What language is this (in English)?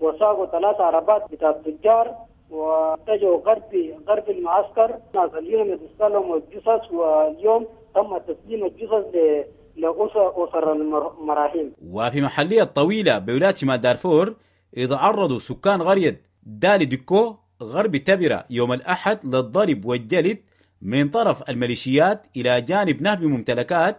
Sudanese Arabic